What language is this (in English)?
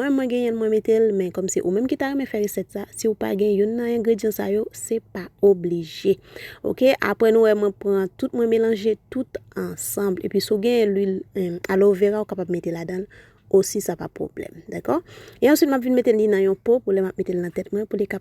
Haitian Creole